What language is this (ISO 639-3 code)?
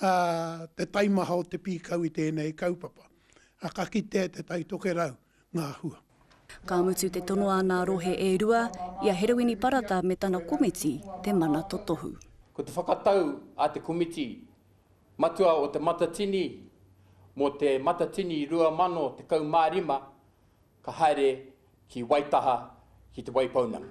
mri